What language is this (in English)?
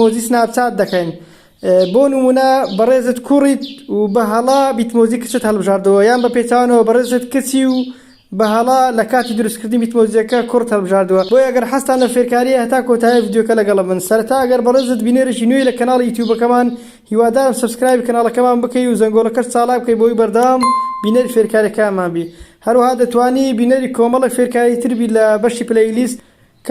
Central Kurdish